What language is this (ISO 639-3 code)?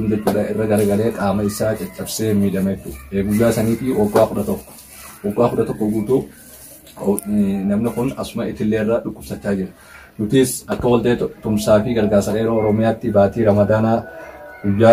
orm